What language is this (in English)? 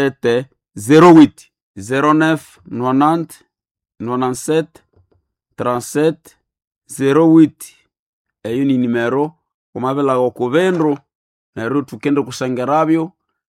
Nande